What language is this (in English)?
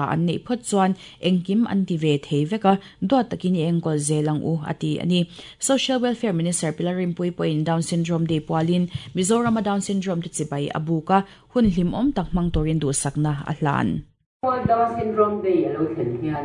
Mizo